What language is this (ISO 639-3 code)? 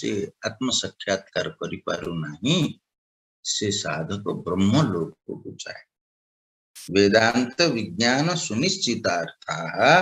ori